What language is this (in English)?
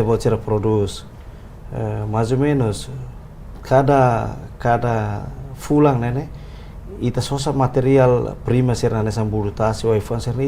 Tetum